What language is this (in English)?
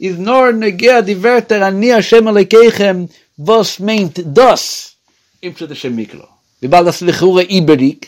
Yiddish